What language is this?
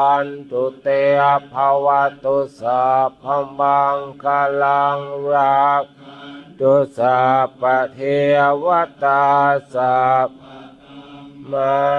Pali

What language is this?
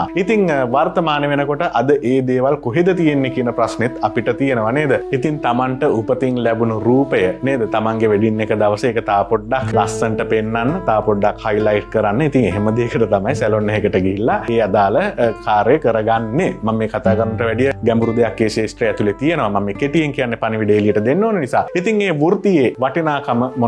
Sinhala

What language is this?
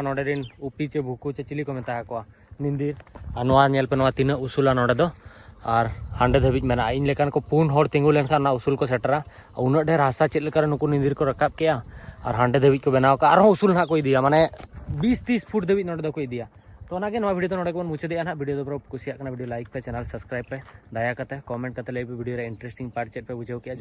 Santali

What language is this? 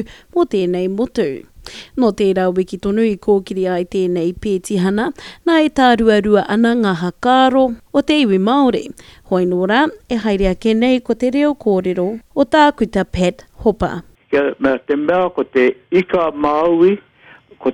Māori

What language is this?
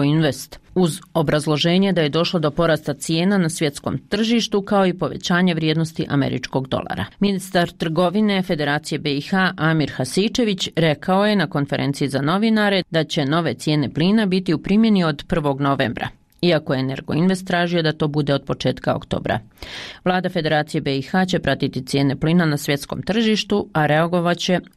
Bosnian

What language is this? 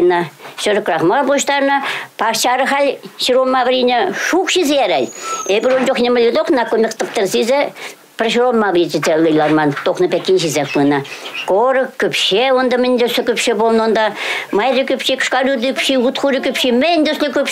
Chuvash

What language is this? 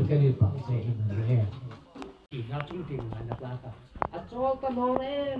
Hmar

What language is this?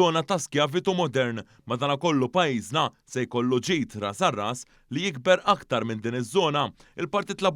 Maltese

